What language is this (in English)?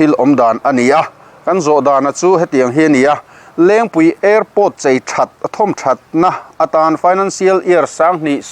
Mizo